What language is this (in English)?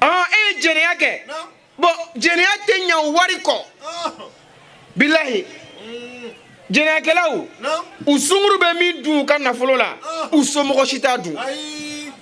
Bambara